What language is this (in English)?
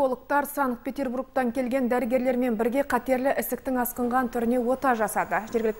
Kazakh